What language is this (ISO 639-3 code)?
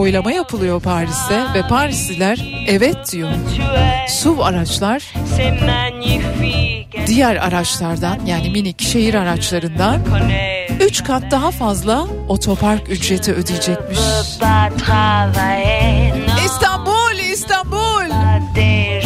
tur